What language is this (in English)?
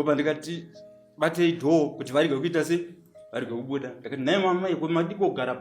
Shona